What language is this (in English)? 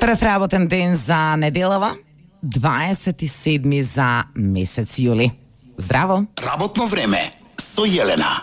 Macedonian